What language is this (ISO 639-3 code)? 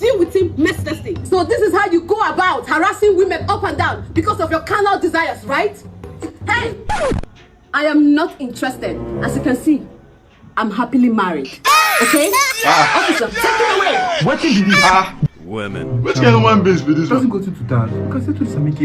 pcm